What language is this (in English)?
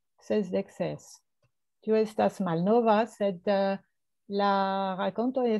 Esperanto